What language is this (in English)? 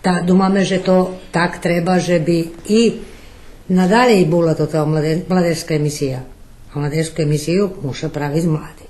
Rusyn